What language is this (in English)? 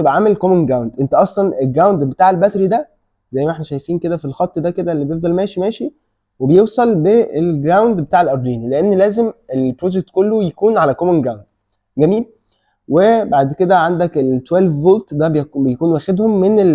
Egyptian Arabic